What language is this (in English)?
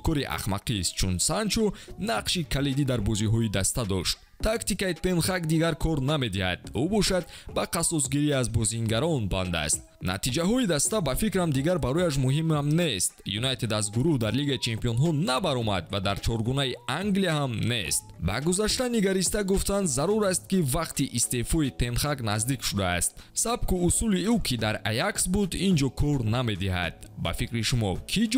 Tajik